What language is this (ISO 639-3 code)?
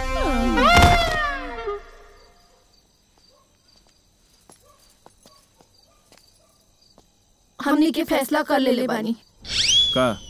bho